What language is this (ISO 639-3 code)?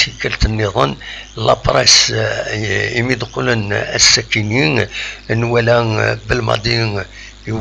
kab